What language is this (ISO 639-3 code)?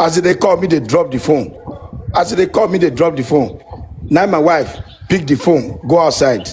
pcm